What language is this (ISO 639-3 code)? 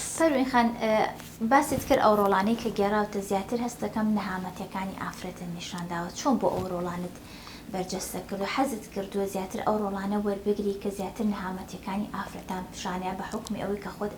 ckb